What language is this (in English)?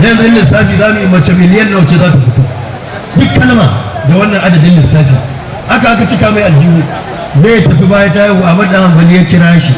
Hausa